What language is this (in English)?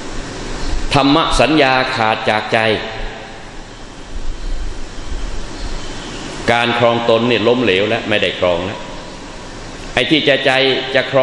Thai